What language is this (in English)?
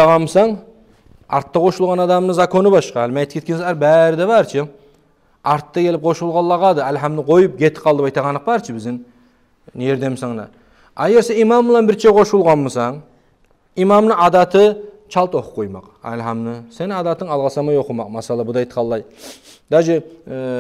Kumyk